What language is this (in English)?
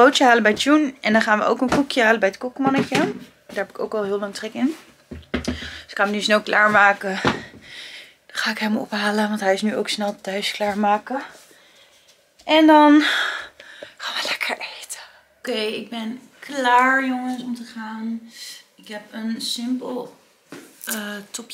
Dutch